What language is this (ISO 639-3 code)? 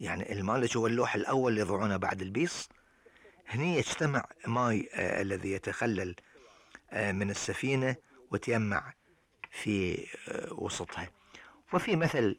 afb